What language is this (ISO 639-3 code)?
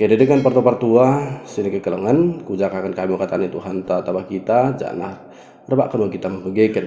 btd